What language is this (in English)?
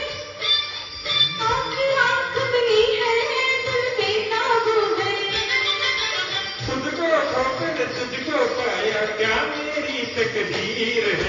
Hindi